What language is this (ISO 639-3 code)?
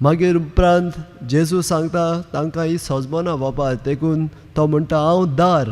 kok